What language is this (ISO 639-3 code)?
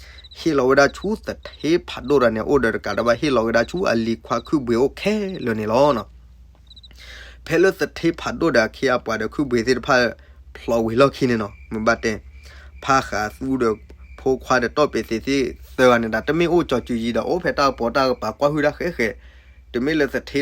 ksw